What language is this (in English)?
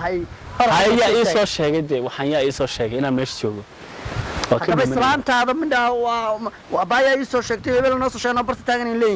Somali